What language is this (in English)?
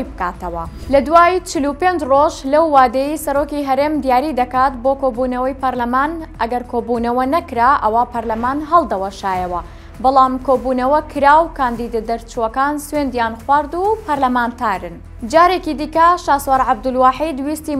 Central Kurdish